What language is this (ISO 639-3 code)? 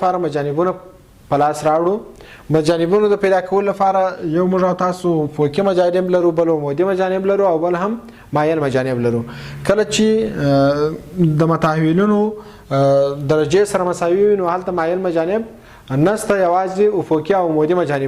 pus